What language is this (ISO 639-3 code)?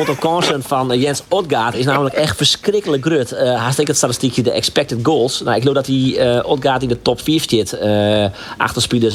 fry